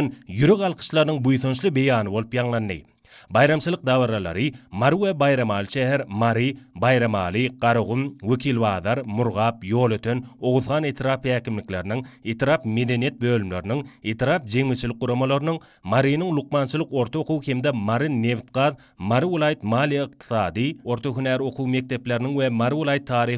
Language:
Turkmen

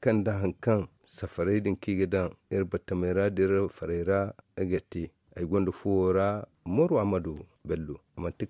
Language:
Zarma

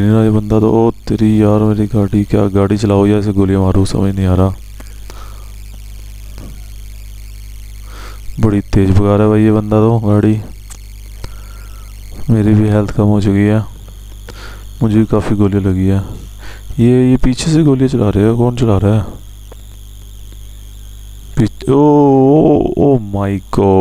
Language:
Hindi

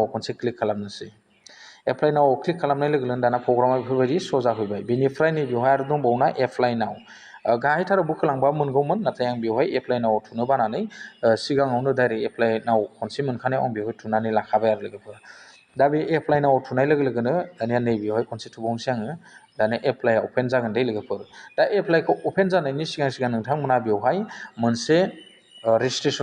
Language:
Bodo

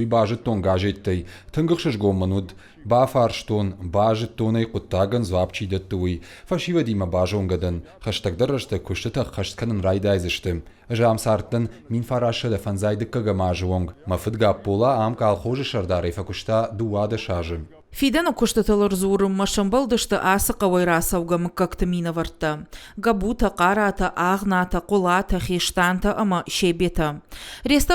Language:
Ossetic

